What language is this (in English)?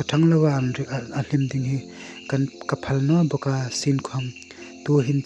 Hmar